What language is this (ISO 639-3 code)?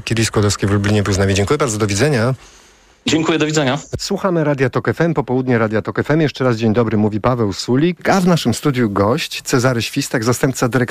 pol